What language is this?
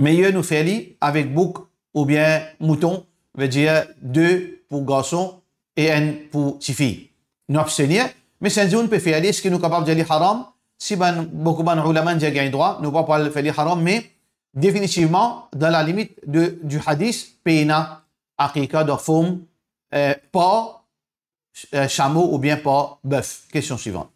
Morisyen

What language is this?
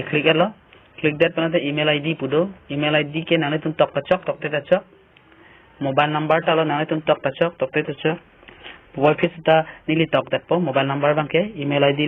Karbi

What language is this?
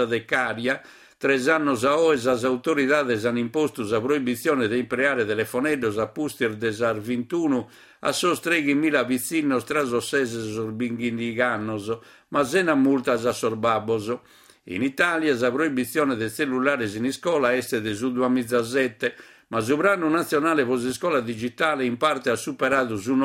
Sardinian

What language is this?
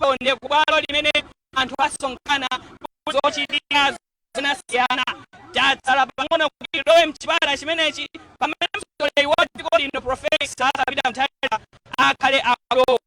Nyanja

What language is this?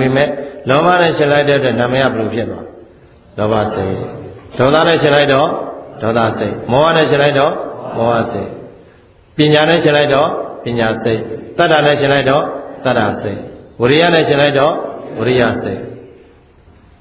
Burmese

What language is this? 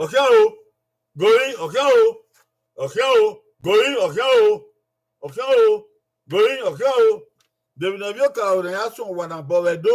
Bini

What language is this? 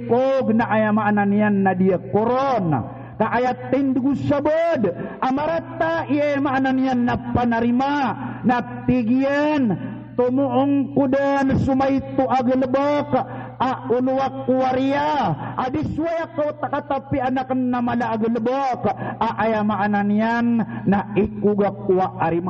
Maranao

